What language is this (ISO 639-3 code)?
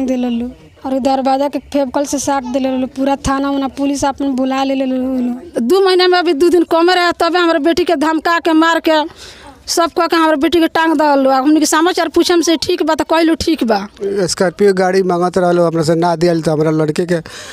bho